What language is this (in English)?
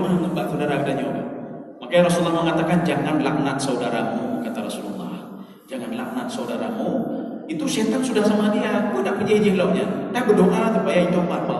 Achinese